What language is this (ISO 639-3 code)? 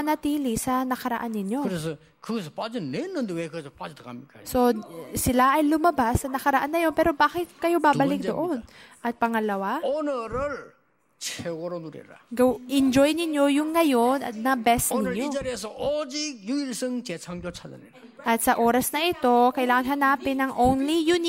fil